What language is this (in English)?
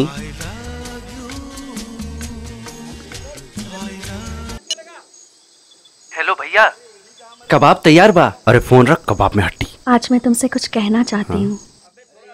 Bhojpuri